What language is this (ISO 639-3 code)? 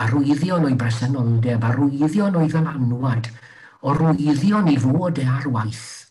cym